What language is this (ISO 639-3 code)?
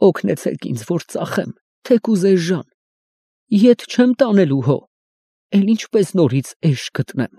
hye